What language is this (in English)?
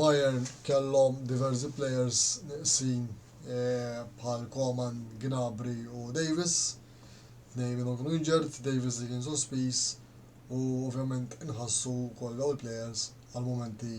Maltese